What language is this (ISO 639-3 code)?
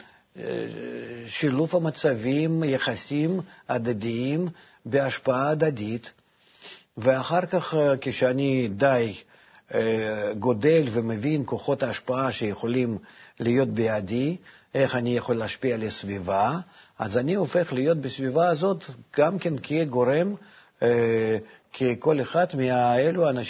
heb